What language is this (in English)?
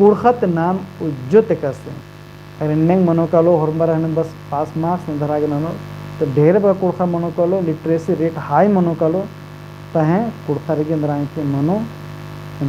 Kurukh